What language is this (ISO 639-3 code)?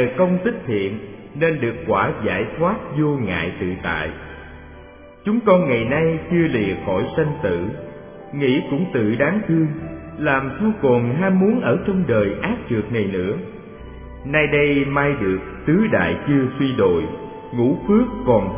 vie